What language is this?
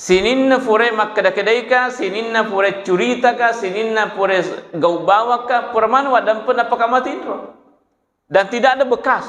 Buginese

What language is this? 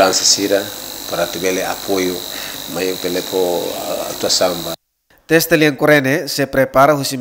Tetum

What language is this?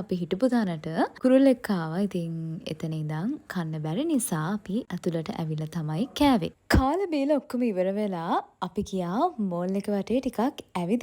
Sinhala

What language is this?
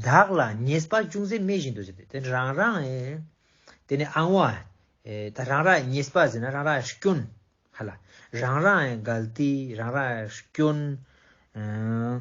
Ladakhi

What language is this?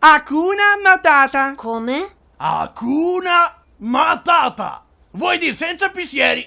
Venetian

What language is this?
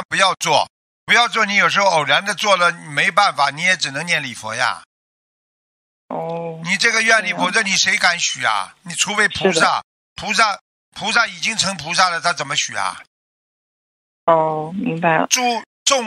Chinese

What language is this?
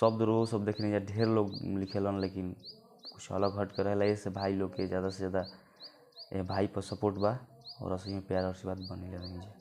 Bhojpuri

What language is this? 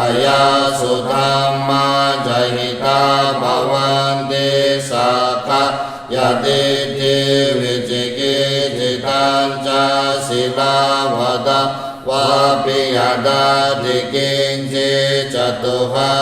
Pali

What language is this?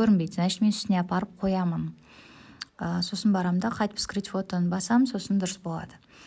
Kazakh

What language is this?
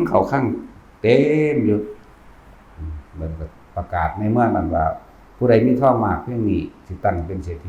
Northeastern Thai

